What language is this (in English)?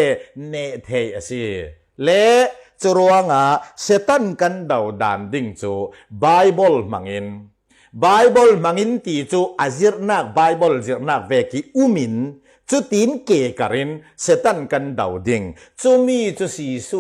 Falam Chin